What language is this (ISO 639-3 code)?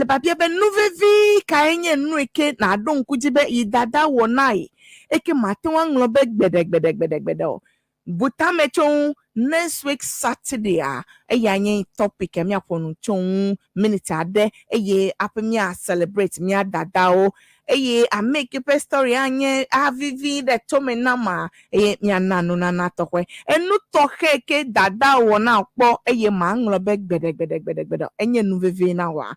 ewe